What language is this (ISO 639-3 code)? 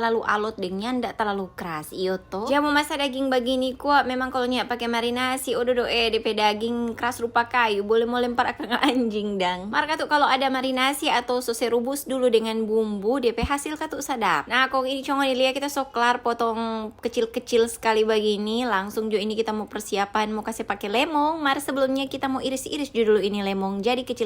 xmm